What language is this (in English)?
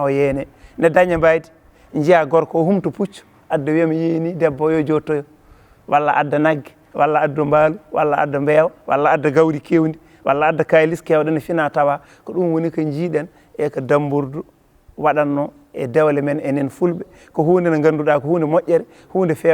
Fula